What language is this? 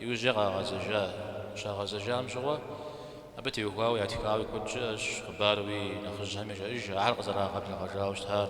Kabardian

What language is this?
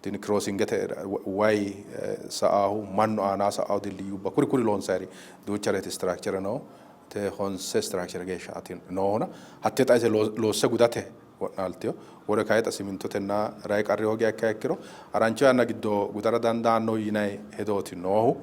Sidamo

